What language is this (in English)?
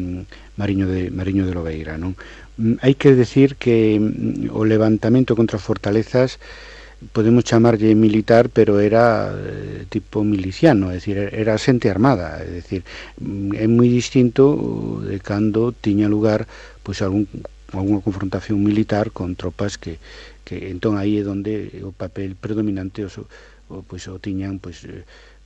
Galician